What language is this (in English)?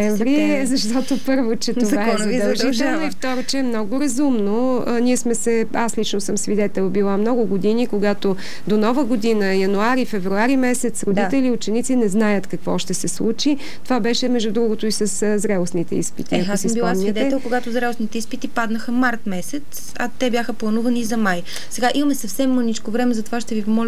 Bulgarian